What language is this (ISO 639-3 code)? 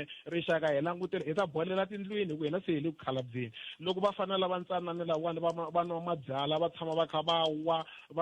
tso